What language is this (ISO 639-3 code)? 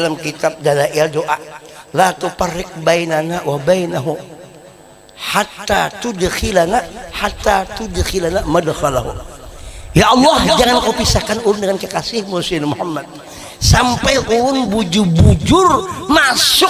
bjn